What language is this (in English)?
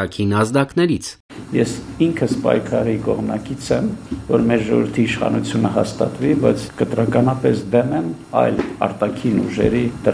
Armenian